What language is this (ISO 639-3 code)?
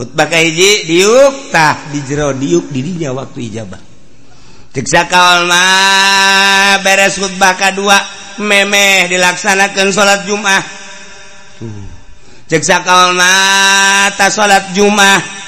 sun